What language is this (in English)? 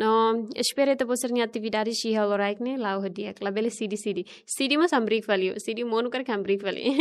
Tetum